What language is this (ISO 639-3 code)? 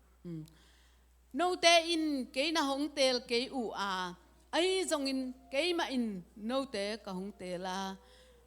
ctd